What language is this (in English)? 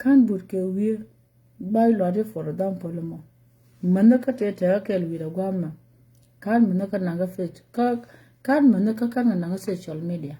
Nuer